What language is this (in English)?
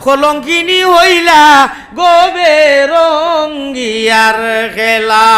Sylheti